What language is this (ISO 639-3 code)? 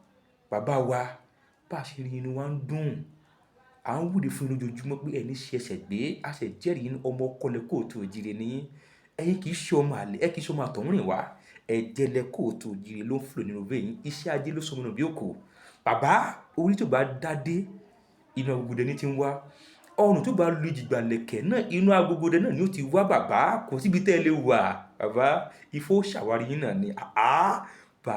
yor